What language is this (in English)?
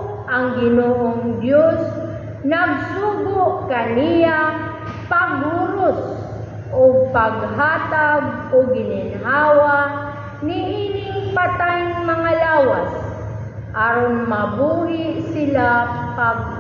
Cebuano